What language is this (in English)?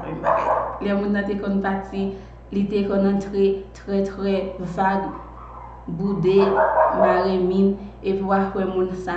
Haitian Creole